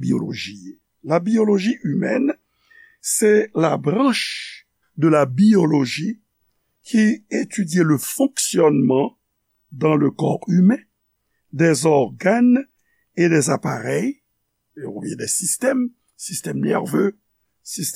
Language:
Haitian Creole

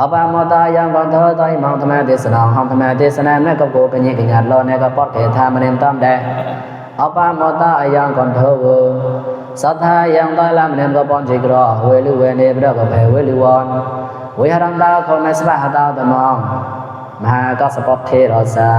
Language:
Mon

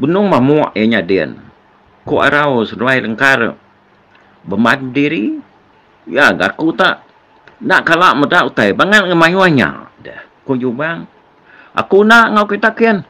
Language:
Iban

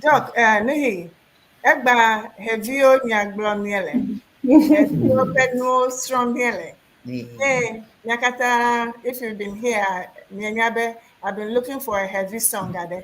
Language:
Ewe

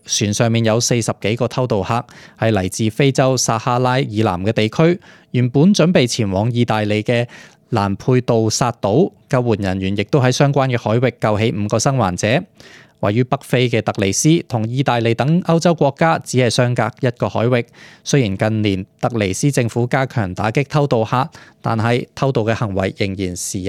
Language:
Cantonese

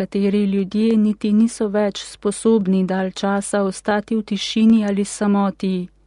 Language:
Slovenian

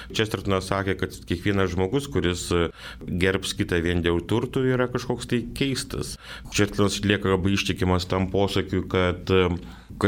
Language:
Lithuanian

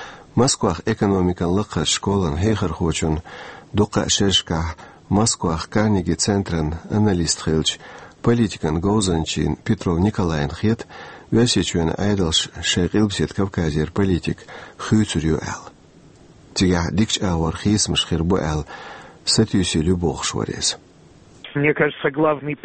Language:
Chechen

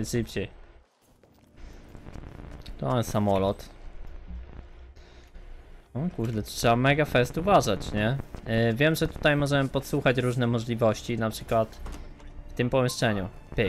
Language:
Polish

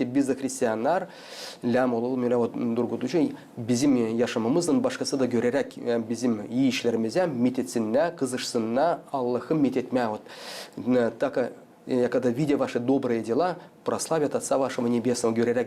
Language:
Gagauz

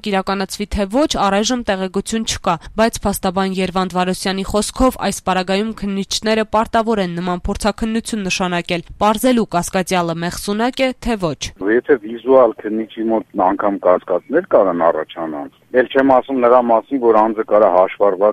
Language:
Armenian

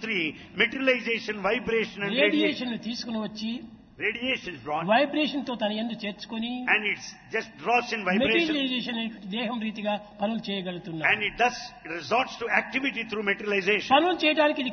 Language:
Telugu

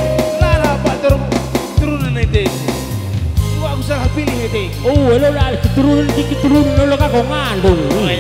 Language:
Batak Karo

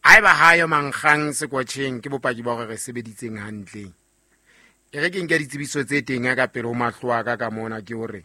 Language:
Southern Sotho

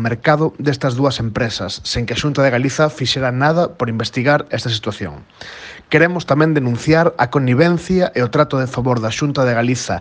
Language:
Galician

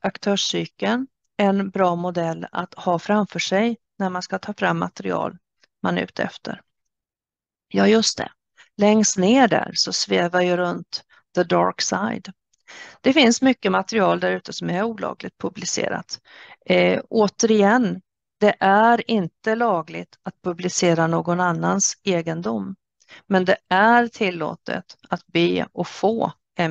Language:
Swedish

